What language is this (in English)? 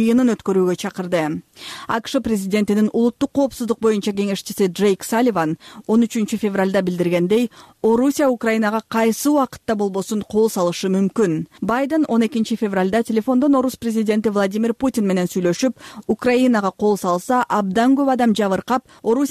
Kyrgyz